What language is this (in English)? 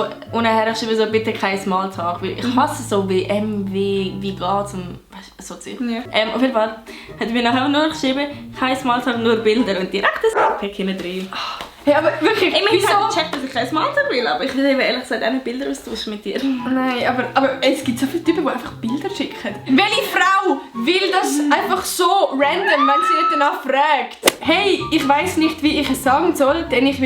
Swiss German